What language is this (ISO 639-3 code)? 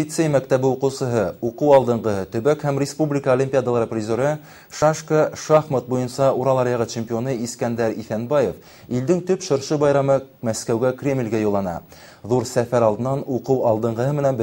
bak